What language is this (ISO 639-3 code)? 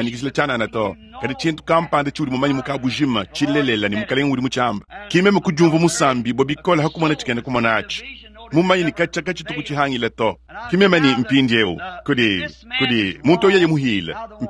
lua